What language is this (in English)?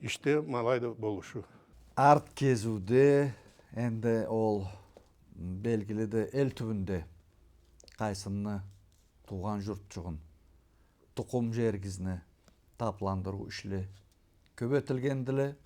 Karachay-Balkar